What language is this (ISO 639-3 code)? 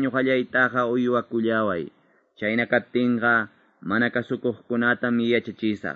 que